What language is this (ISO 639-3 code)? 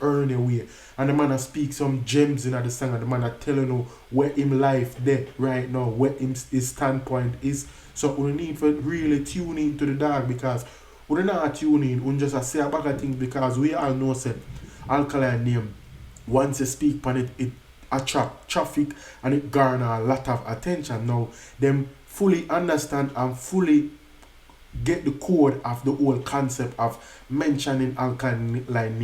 jam